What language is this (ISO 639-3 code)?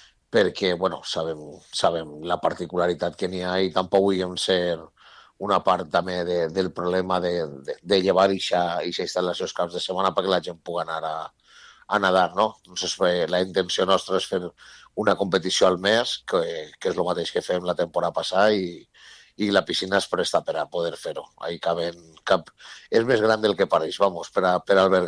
cat